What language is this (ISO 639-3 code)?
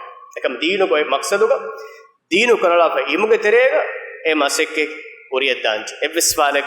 div